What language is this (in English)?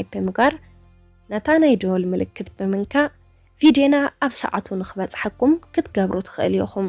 Tigrinya